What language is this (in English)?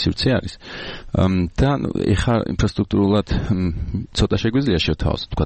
Georgian